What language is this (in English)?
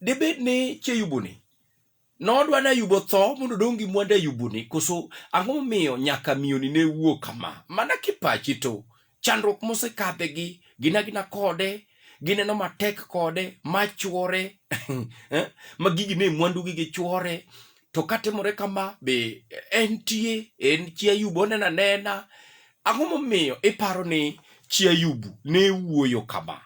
Luo (Kenya and Tanzania)